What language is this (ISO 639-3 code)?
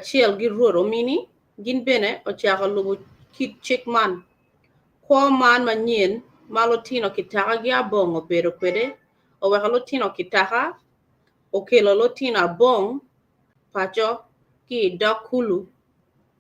ach